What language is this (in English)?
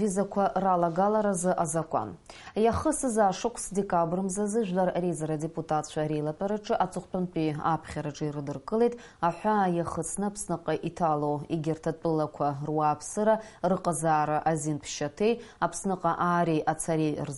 Abkhazian